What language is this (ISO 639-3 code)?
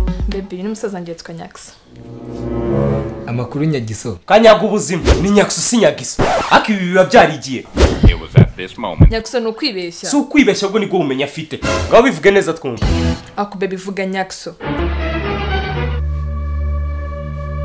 kin